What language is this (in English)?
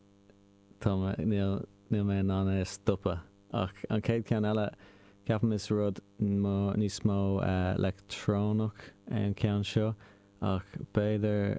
Irish